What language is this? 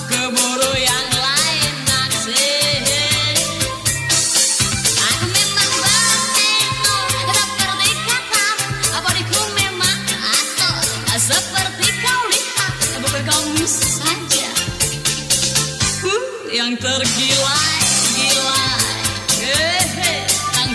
Indonesian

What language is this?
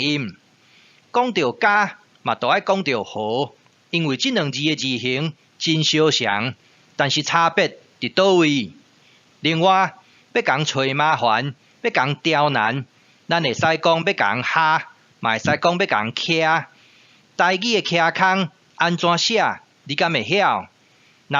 Min Nan Chinese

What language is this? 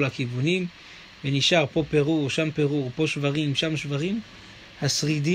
Hebrew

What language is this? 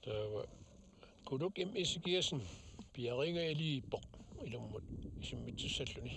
Kalaallisut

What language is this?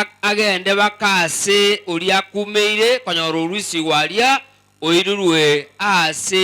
Gusii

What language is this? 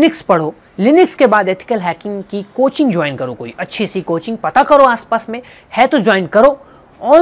Hindi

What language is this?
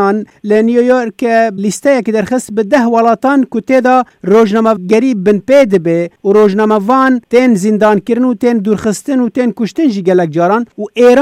Kurdish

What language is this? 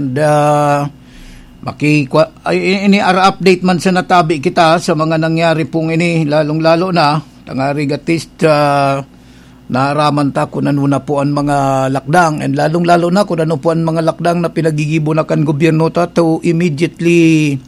Bikol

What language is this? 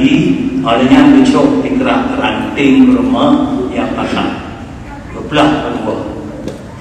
Achinese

